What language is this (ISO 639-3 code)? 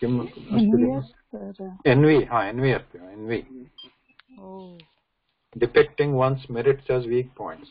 san